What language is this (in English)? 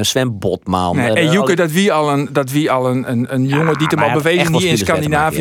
Western Frisian